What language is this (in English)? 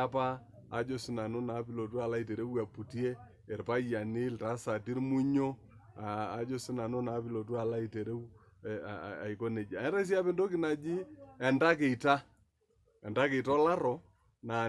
Masai